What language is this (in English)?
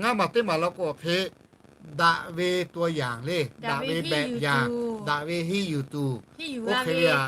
Lahu